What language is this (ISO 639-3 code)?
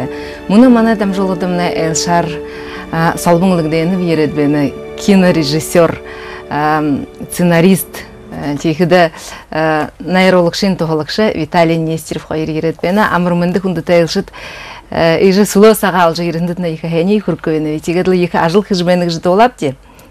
bua